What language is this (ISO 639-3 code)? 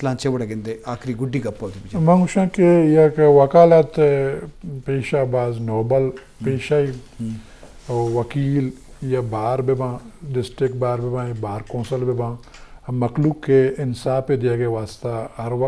bgp